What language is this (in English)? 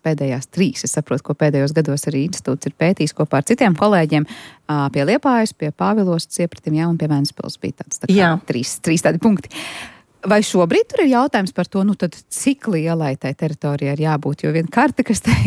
Latvian